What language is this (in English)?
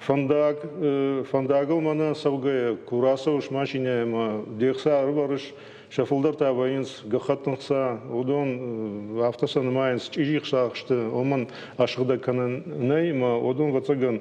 Ossetic